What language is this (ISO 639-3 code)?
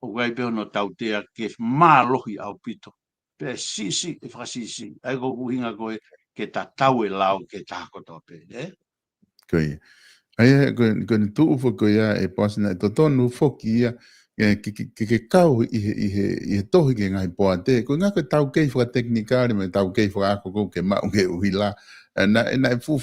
ton